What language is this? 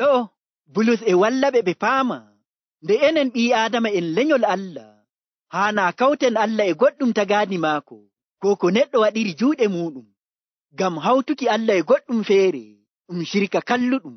Nigerian Fulfulde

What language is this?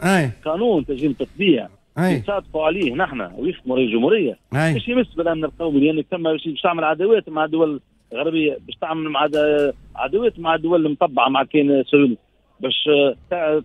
Tunisian Arabic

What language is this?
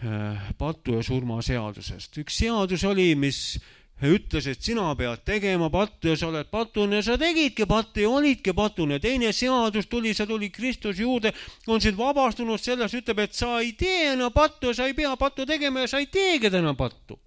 Estonian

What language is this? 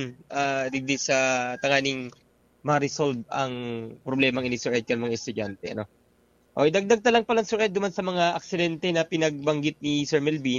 Bikol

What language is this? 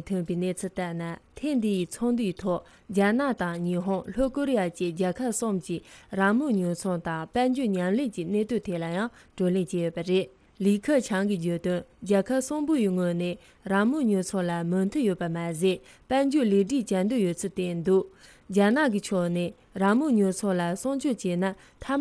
Tibetan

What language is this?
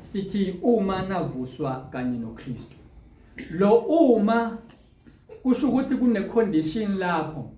Zulu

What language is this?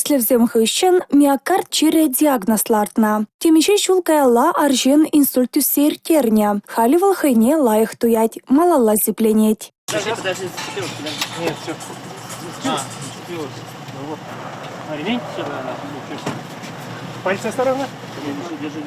Chuvash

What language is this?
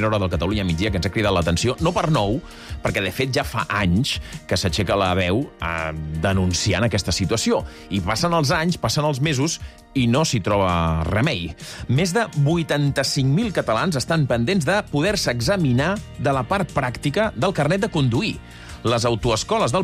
Catalan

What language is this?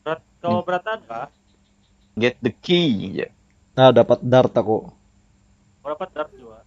Banjar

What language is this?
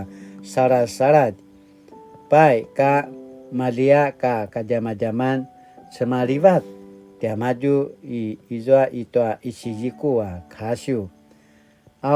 Paiwan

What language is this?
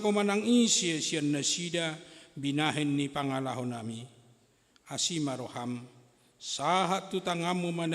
Batak Toba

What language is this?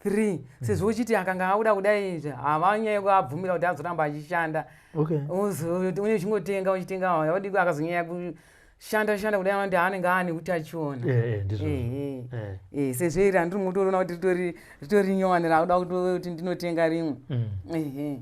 Shona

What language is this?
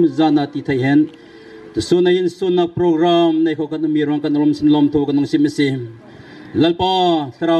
Bawm Chin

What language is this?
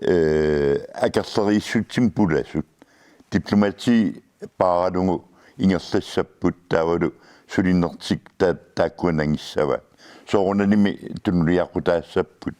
Kalaallisut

